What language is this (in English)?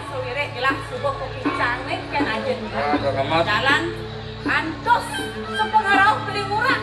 Balinese